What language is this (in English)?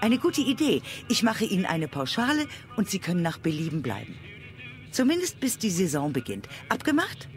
Bavarian